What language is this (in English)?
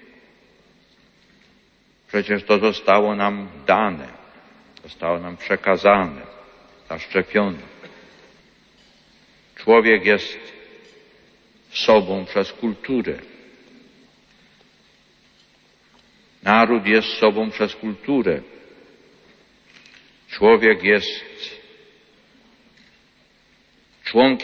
Polish